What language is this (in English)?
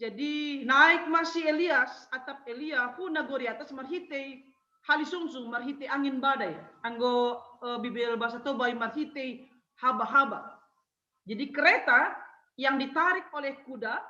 Batak Simalungun